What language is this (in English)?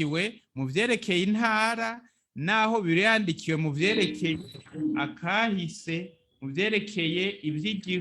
Rundi